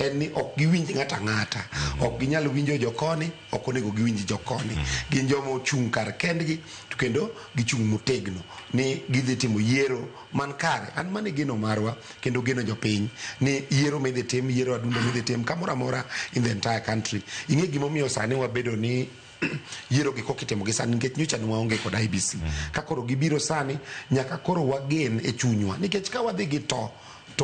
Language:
Luo (Kenya and Tanzania)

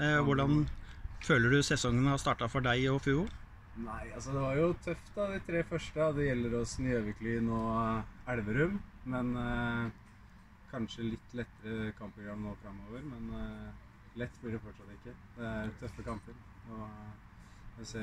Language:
Norwegian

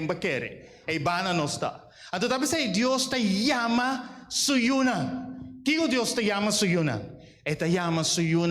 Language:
Papiamento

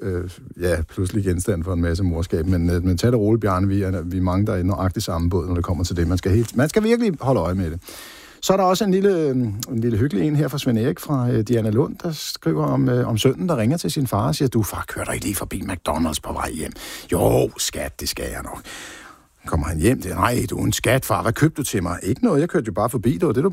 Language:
Danish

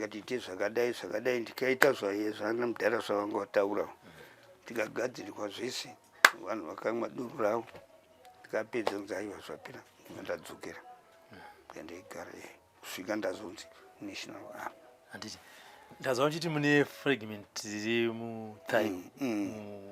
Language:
Shona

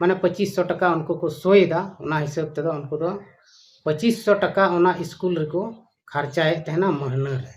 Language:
Santali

